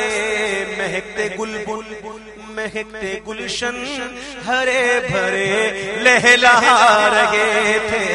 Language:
Urdu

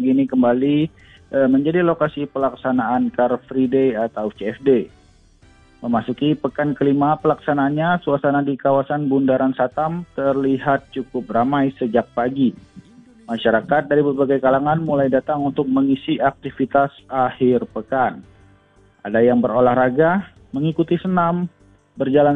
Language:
Indonesian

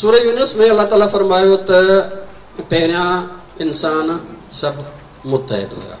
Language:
Sindhi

